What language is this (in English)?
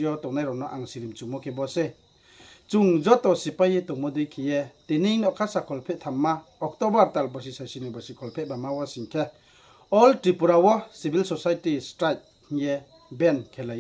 Riang (India)